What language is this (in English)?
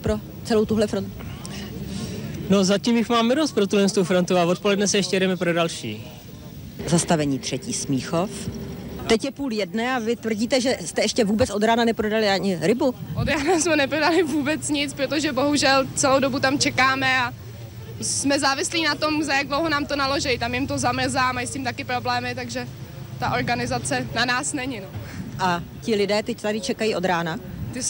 Czech